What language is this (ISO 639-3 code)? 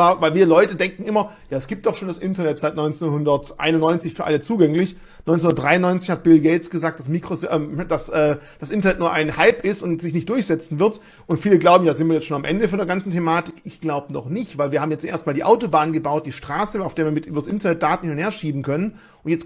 deu